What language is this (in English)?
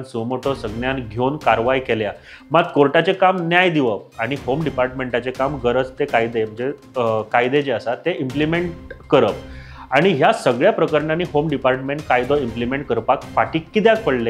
Konkani